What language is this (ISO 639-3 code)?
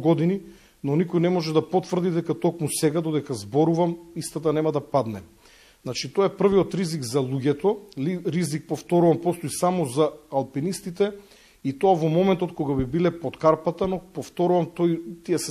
mkd